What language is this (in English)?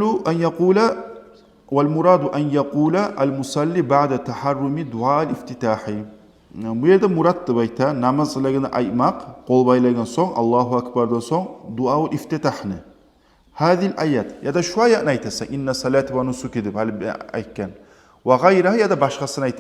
Kumyk